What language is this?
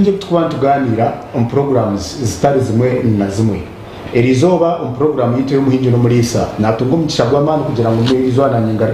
Nyankole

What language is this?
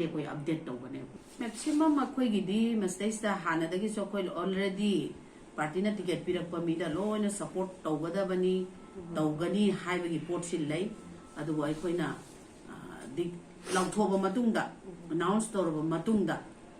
Manipuri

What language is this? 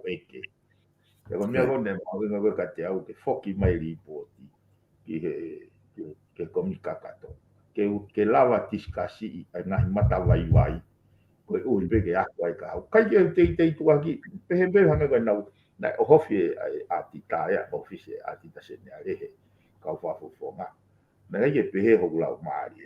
Tongan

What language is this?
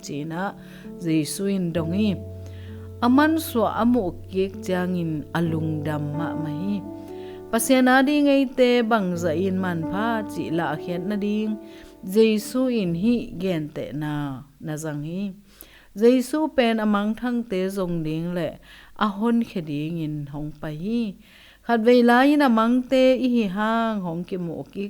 Tedim Chin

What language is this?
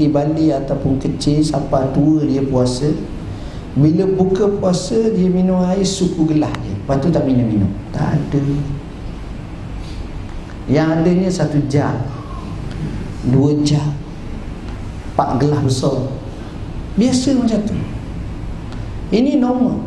Malay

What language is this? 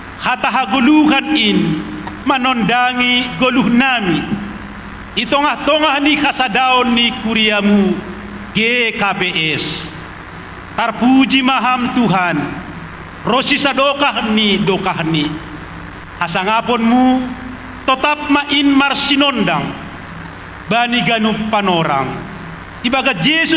Batak Simalungun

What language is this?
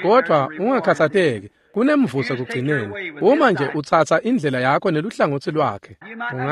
Swati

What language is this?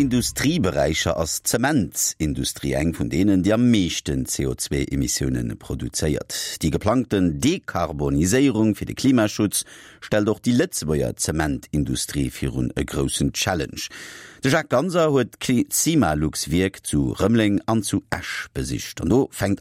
Luxembourgish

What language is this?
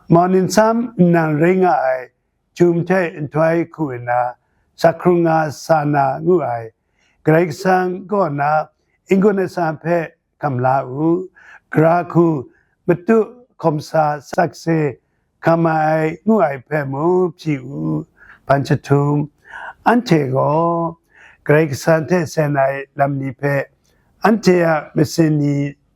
Kachin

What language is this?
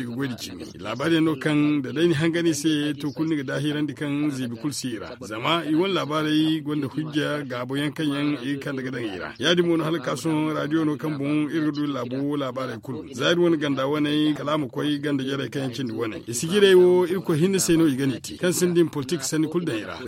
Zarma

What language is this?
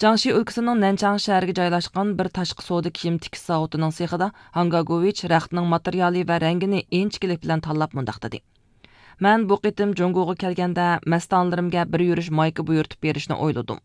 Uyghur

